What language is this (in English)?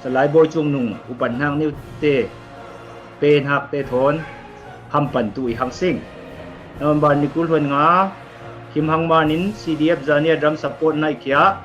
Falam Chin